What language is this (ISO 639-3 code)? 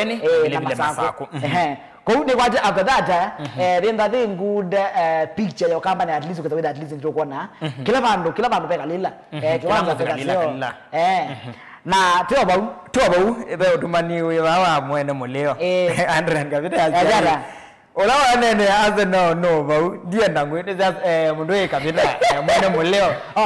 kam